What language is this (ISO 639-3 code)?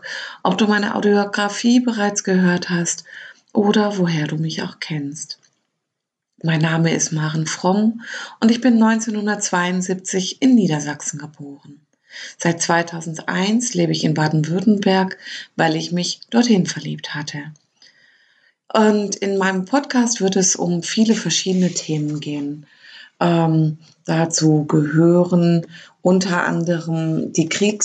deu